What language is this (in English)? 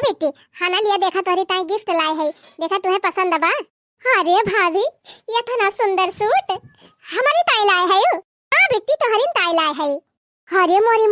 Awadhi